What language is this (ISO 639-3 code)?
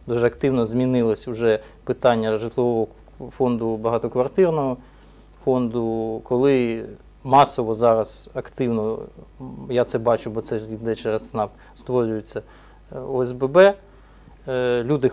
ukr